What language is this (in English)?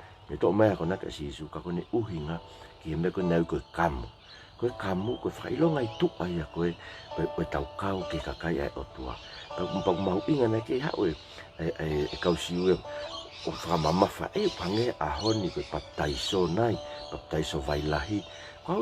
Tongan